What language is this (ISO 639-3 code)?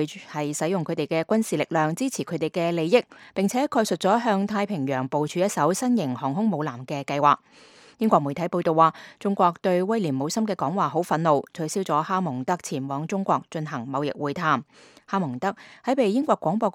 yue